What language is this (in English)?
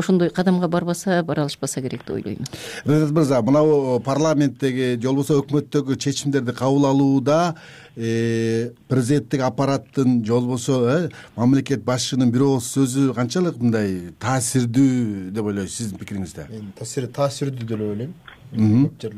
Kyrgyz